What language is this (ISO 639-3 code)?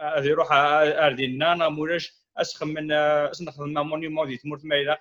kab